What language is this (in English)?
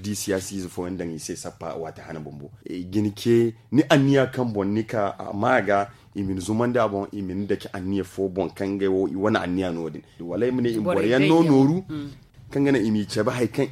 Zarma